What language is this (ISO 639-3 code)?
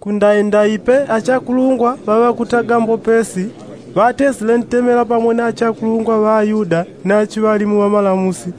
yao